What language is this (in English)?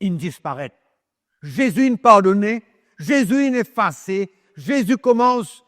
Morisyen